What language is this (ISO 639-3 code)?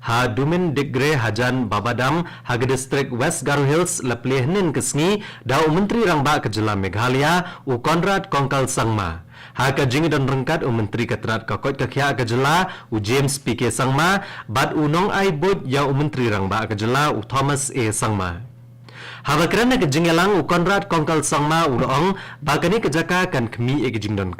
kha